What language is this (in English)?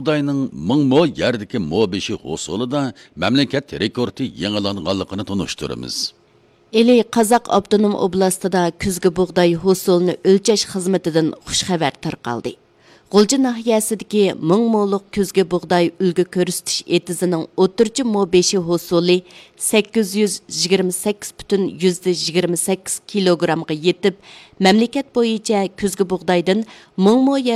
Uyghur